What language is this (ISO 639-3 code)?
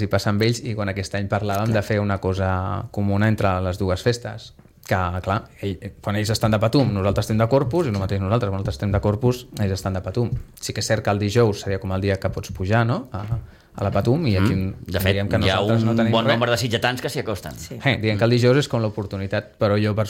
cat